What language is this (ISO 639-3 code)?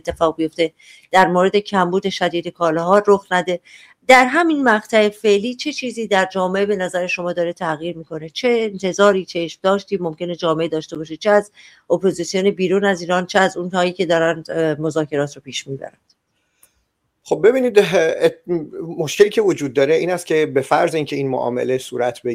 fas